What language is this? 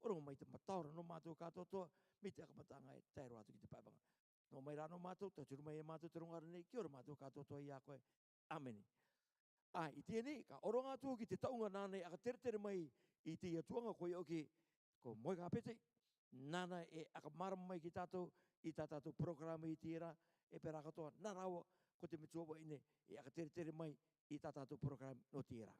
Rarotongan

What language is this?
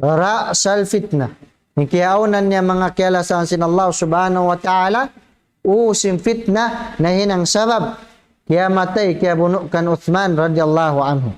Tausug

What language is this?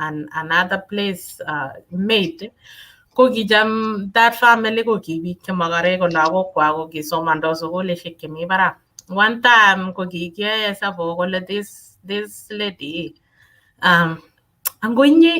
Kalenjin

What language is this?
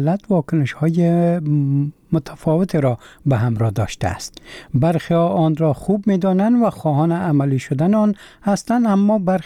Persian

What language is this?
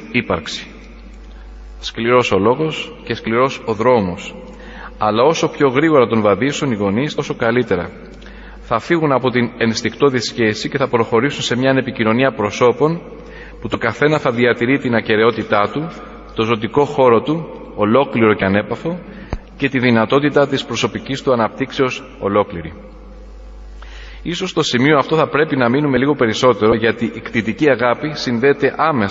Greek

